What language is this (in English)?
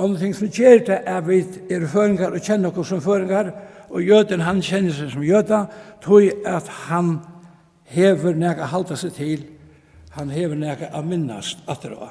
Faroese